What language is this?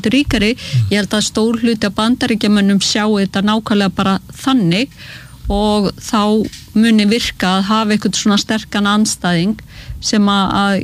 Icelandic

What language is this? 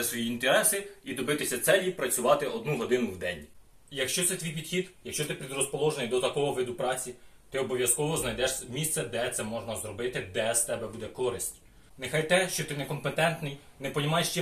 Ukrainian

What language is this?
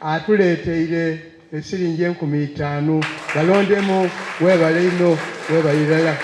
Soga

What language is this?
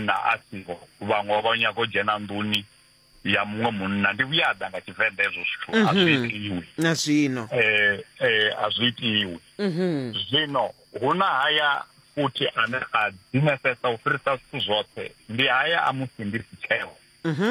Venda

